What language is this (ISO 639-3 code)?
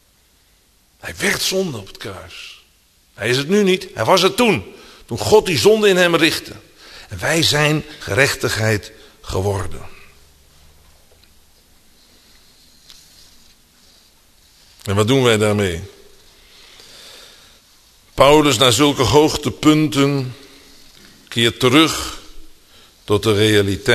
nld